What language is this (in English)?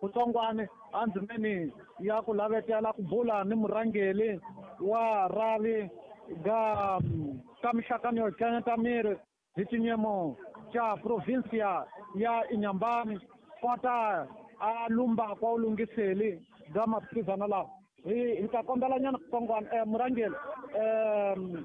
Tsonga